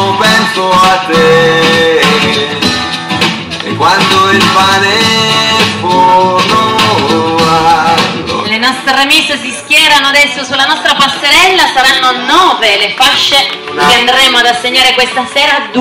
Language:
Italian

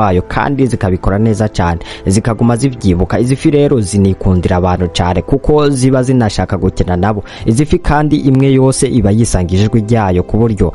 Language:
Rundi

